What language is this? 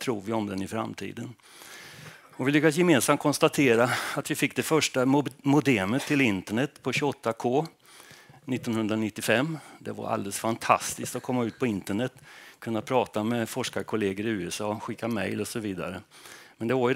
Swedish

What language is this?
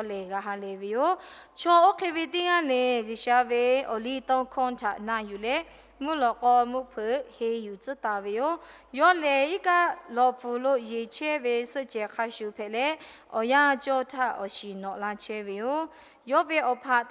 Lahu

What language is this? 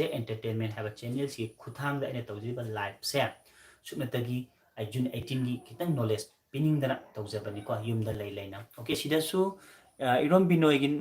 Manipuri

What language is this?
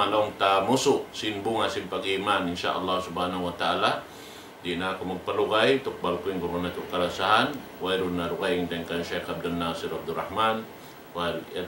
Tausug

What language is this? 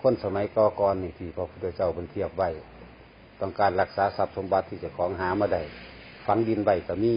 Northeastern Thai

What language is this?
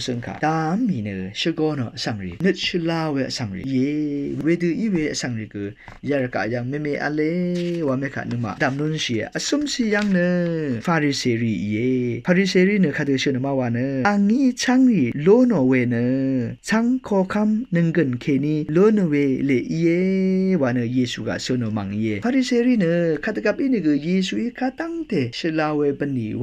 Rawang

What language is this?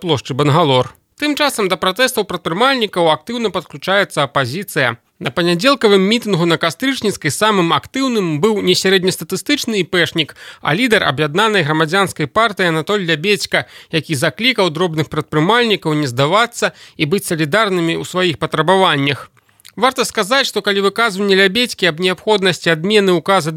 Belarusian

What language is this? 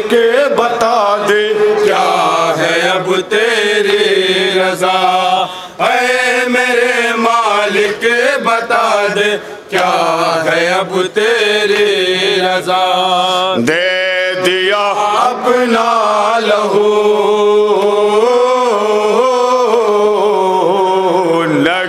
Urdu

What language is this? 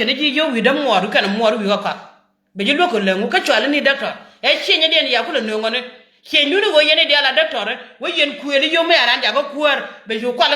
Nuer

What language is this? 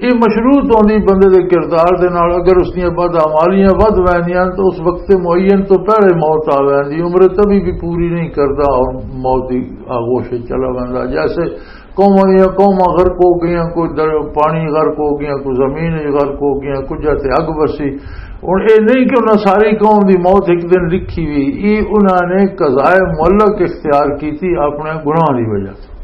Western Panjabi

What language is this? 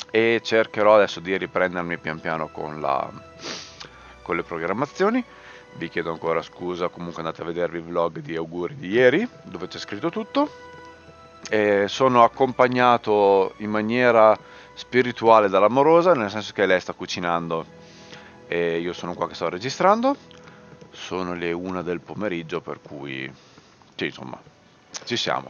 Italian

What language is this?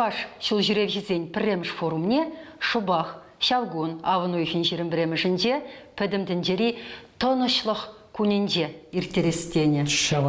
Chuvash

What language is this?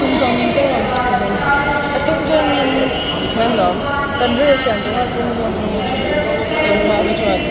Mizo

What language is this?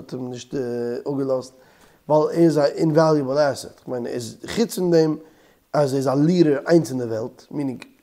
Yiddish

